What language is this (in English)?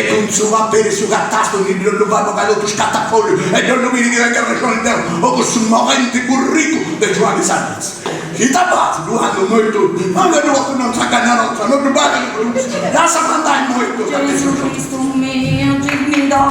Sardinian